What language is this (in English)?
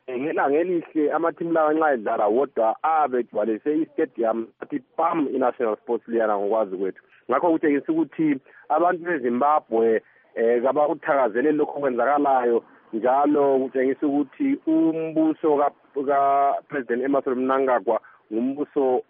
North Ndebele